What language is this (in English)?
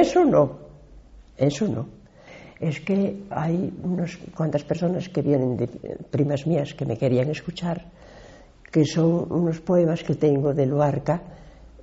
Asturian